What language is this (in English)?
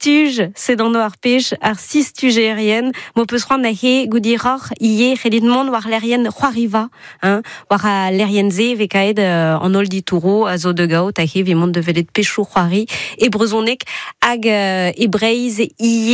Breton